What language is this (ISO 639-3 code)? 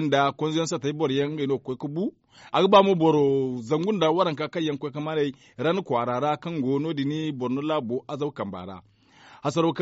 dje